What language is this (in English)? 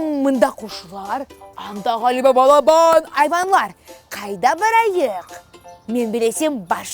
Crimean Tatar